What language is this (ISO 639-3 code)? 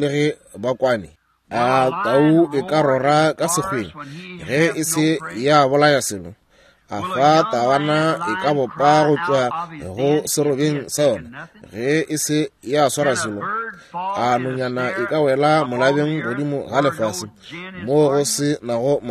nso